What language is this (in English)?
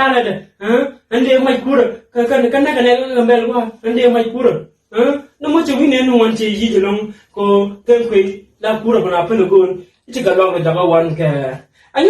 Nuer